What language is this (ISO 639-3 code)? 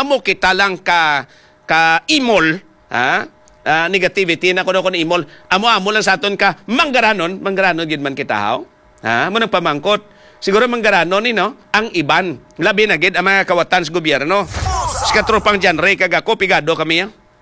hil